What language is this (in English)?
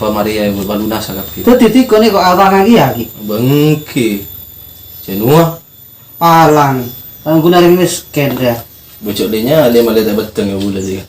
Madurese